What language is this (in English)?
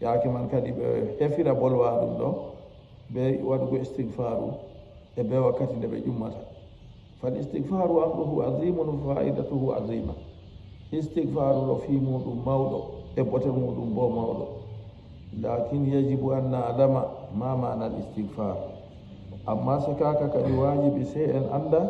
Fula